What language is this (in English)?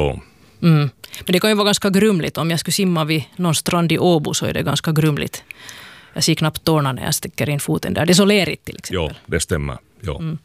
Swedish